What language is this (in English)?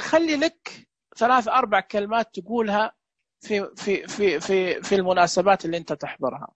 Najdi Arabic